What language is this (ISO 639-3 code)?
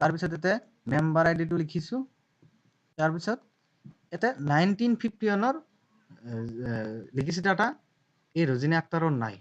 asm